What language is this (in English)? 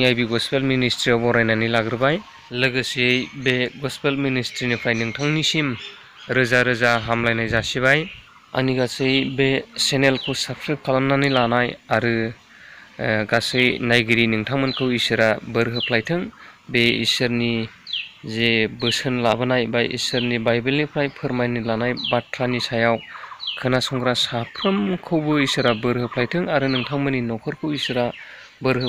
Bodo